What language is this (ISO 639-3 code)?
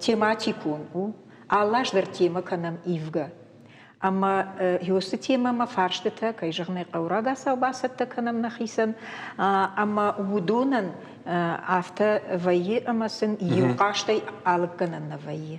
oss